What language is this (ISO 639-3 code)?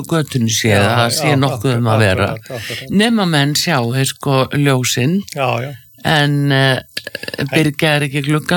isl